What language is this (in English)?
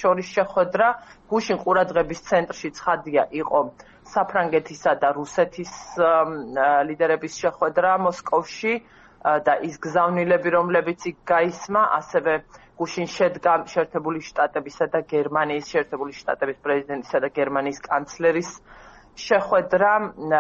Georgian